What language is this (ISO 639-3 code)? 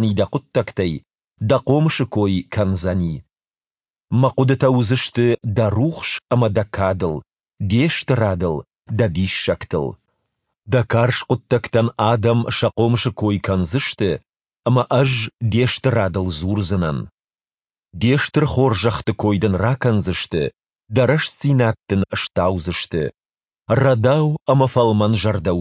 oss